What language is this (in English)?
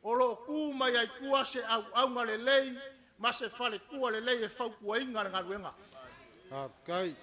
Samoan